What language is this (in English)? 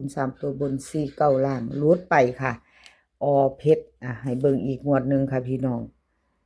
Northeastern Thai